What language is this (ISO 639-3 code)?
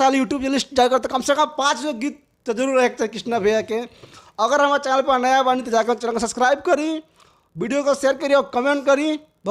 bho